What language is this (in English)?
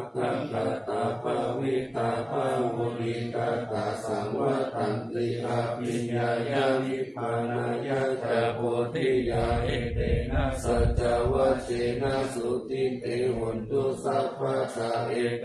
Pali